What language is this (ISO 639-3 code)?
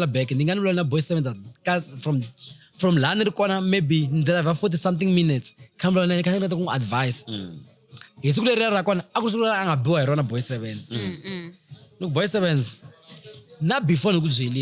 tso